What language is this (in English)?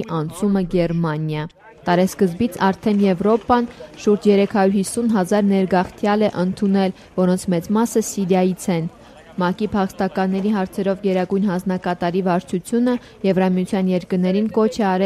Armenian